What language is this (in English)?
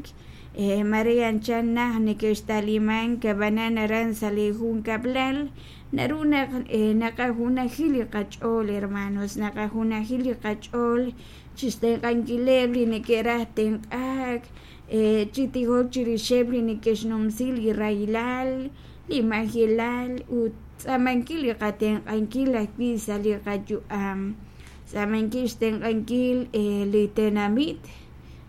Kekchí